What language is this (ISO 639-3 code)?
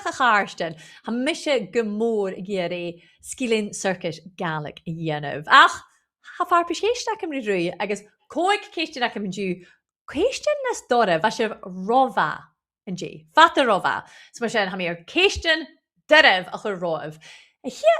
gla